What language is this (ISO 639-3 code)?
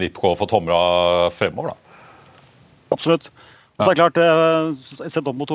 nor